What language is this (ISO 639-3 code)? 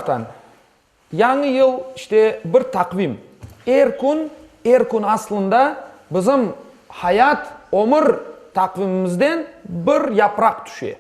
crh